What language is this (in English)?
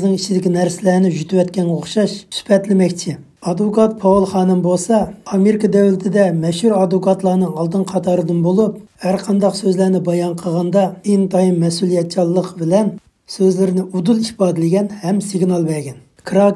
Uyghur